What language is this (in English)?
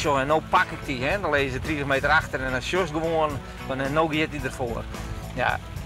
Western Frisian